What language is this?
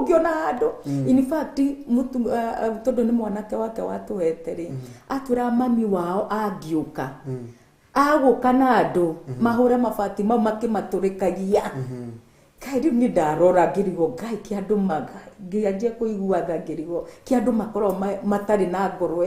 Kikuyu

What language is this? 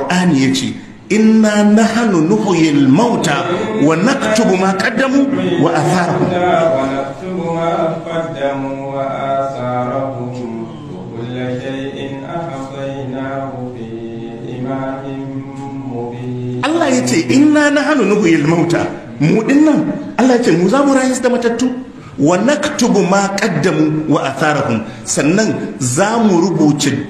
Hausa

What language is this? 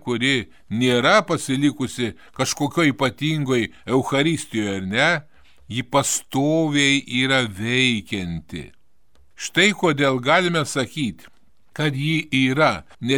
Lithuanian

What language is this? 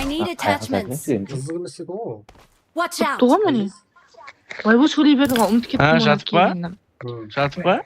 Kara-Kalpak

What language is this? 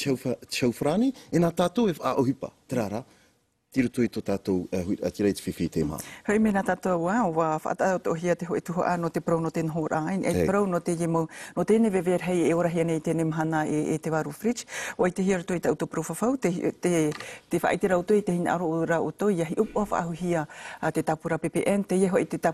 Tahitian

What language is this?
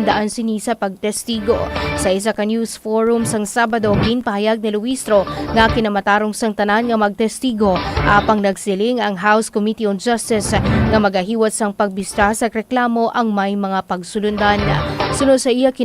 Hiligaynon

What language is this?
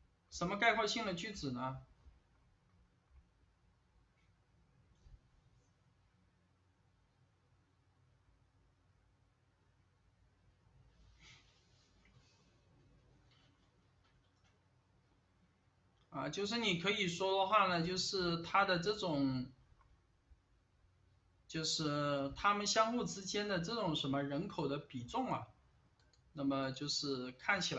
Chinese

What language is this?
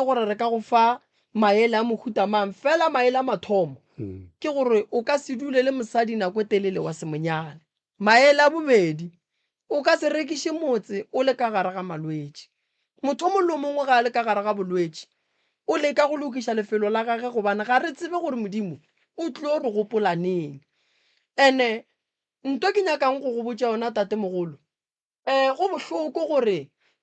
Northern Sotho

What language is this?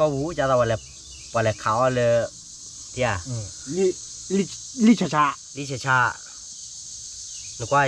S'gaw Karen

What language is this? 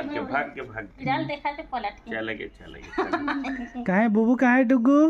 Chhattisgarhi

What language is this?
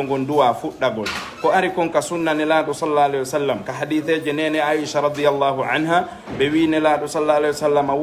Fula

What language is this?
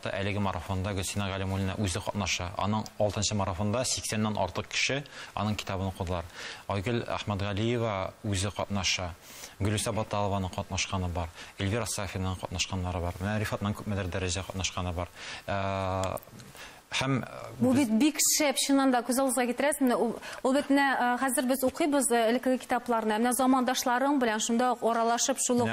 Tatar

